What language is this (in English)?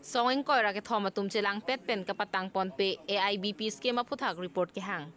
Karbi